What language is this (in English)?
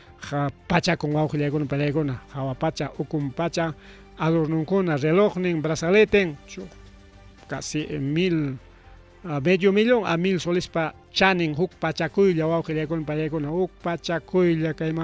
Ayacucho Quechua